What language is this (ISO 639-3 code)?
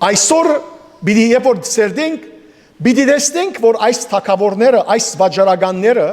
hyw